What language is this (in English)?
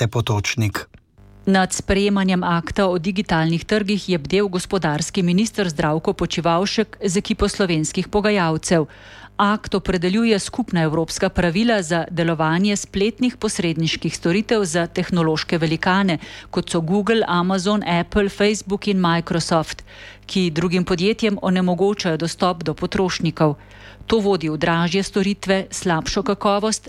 Slovenian